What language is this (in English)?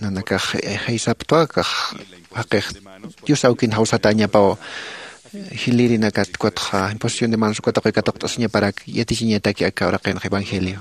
Aymara